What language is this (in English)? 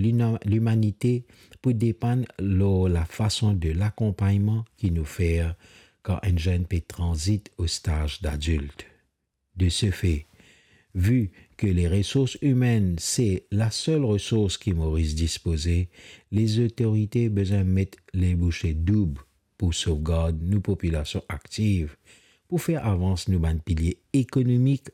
Morisyen